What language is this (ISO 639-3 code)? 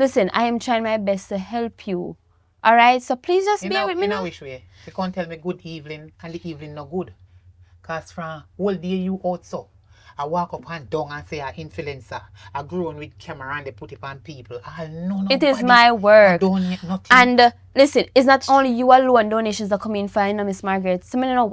jam